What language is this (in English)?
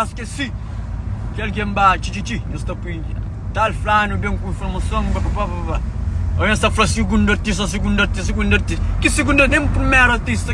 Kabuverdianu